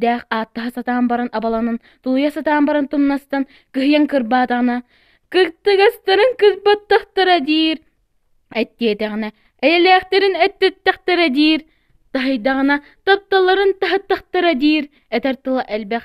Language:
Yakut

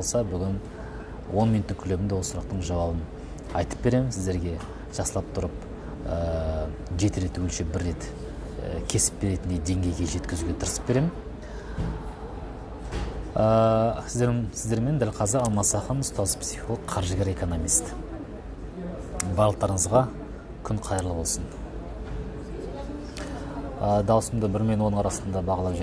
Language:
Kazakh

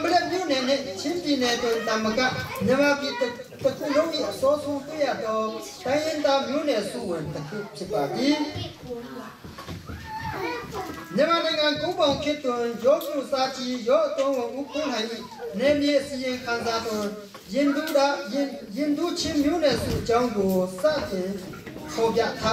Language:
Burmese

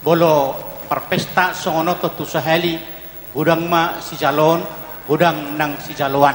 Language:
Batak Toba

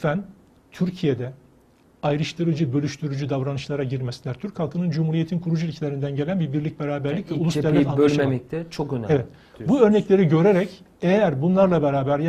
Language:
Turkish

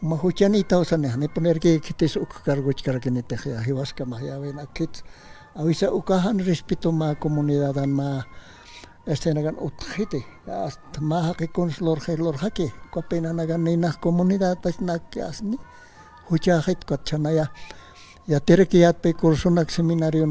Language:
Aymara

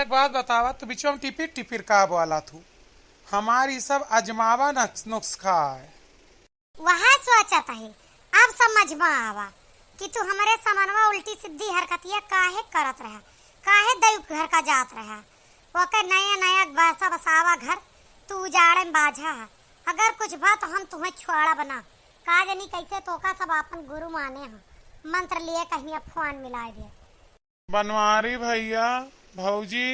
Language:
Awadhi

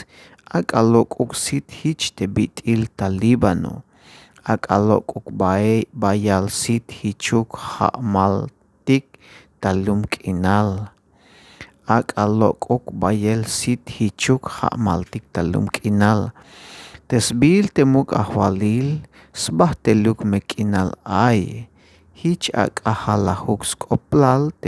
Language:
Tzeltal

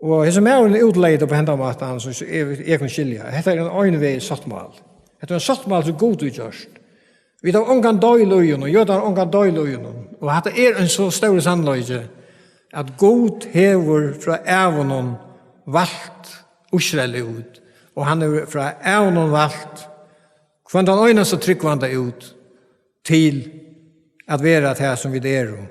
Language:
Faroese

